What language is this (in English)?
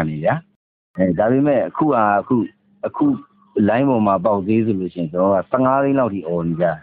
Burmese